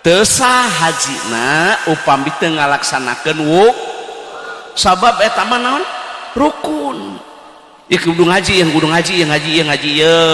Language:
Sundanese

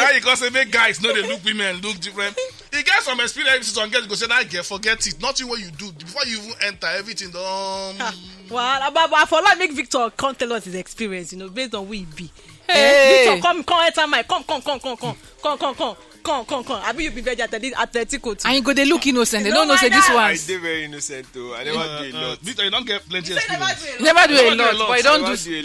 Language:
Nigerian Pidgin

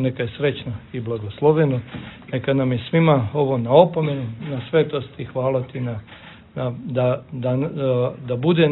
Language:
Serbian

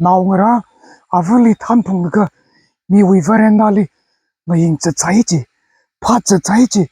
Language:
Tangkhul Naga (India)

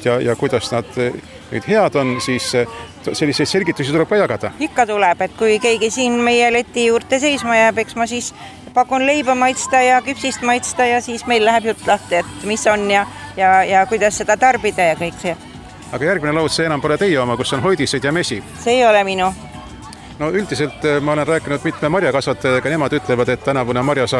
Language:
Estonian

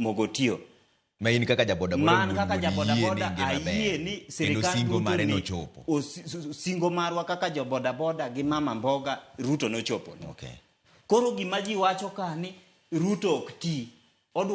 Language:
Luo (Kenya and Tanzania)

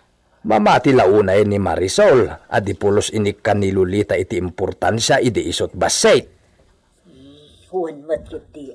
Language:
Iloko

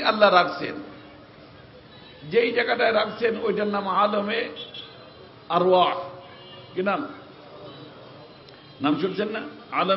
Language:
Bangla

